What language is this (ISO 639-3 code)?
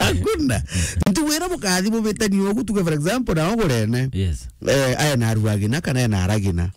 mer